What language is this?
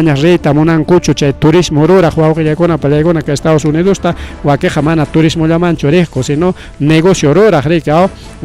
Ayacucho Quechua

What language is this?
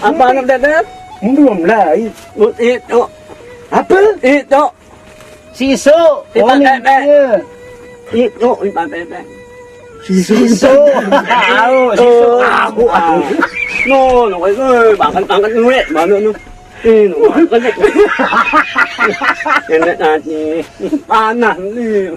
Sasak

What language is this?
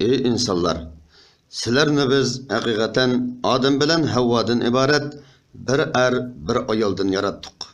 Uyghur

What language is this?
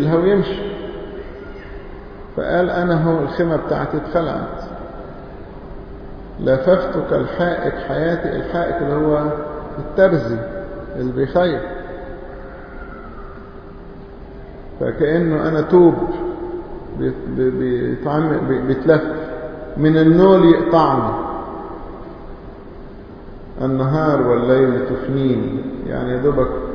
Egyptian Arabic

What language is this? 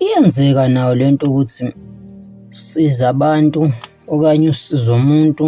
Zulu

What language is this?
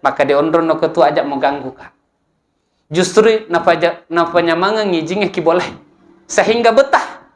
Buginese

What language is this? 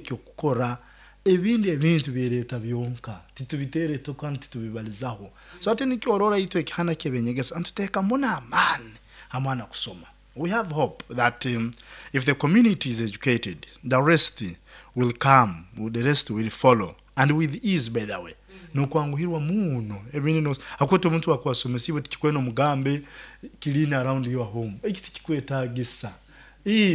Nyoro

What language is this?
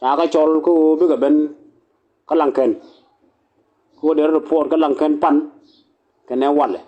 Nuer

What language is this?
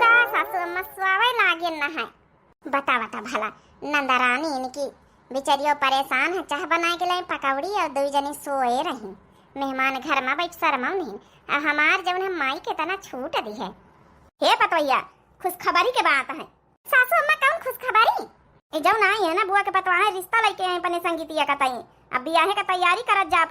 Awadhi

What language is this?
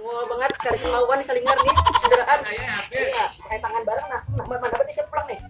Banjar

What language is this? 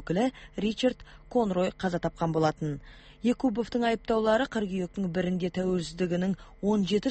Kazakh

